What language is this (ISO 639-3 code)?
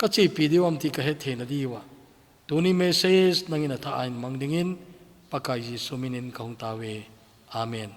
tcz